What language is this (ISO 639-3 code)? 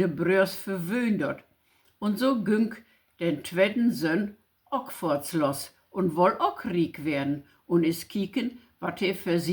nds